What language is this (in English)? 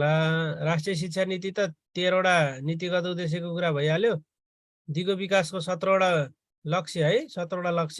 Nepali